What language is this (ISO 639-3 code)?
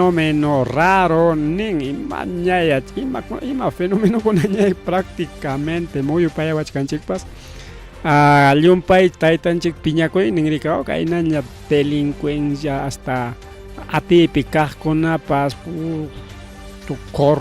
quy